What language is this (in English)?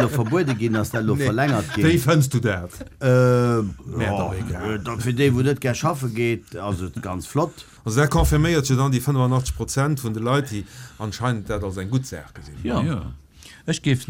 Luxembourgish